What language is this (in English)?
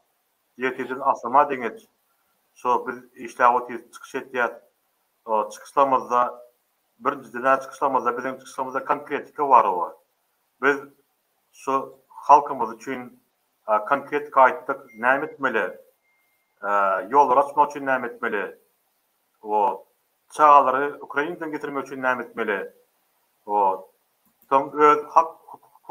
Turkmen